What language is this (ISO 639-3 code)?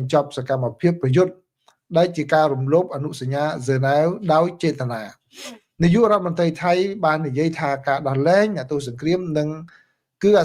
khm